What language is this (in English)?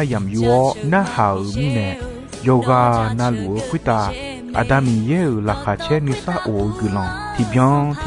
Akha